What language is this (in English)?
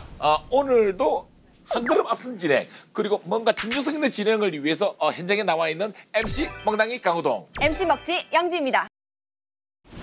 Korean